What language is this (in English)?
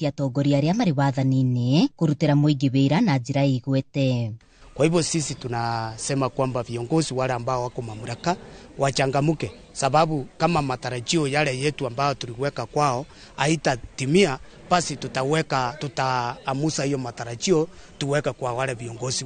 Kikuyu